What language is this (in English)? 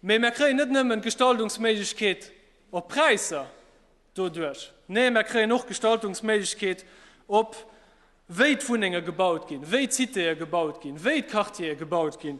Luxembourgish